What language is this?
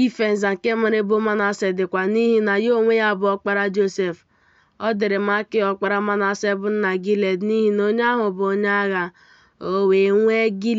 Igbo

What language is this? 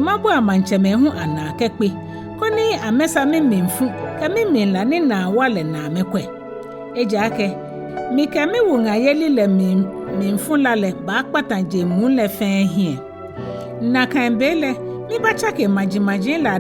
Ga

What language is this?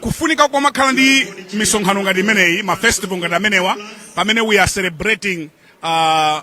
Nyanja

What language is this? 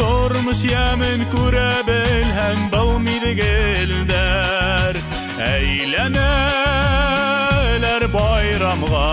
Bashkir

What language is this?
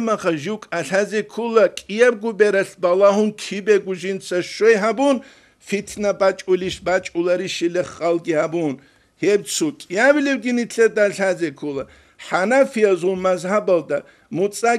Avaric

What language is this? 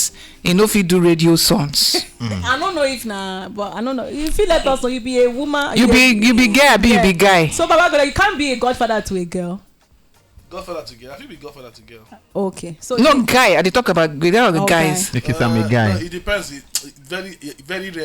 Nigerian Pidgin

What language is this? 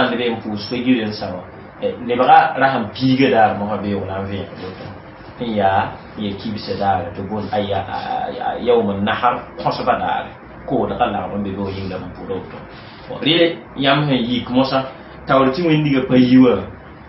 Mossi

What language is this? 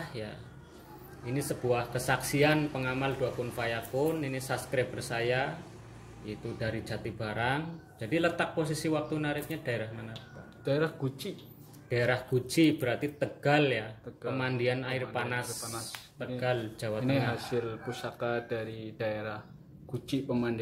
Indonesian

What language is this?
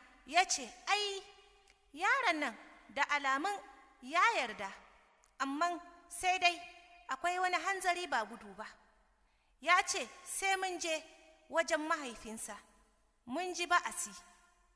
Hausa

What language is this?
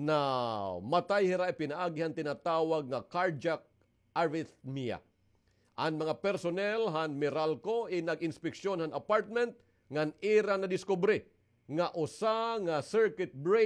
Waray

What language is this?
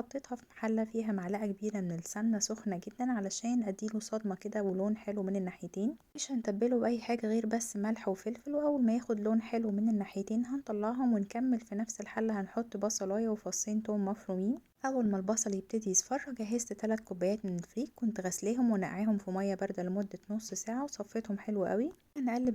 Egyptian Arabic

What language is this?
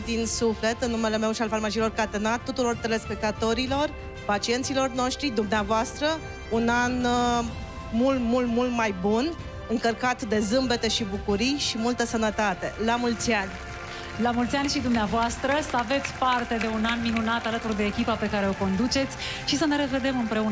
Romanian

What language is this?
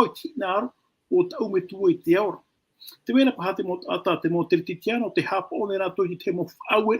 Tahitian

